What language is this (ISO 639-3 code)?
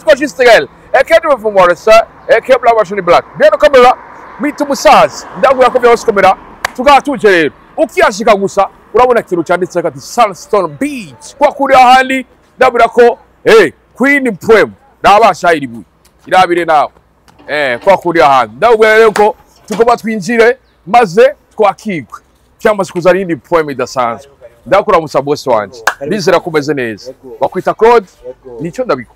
run